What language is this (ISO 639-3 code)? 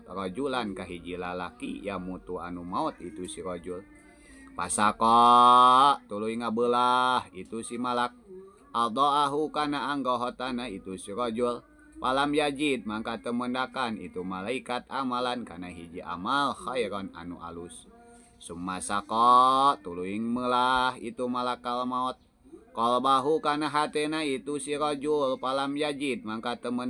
sun